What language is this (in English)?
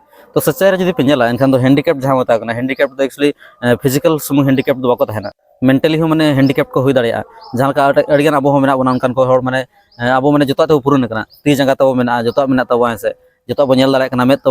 Santali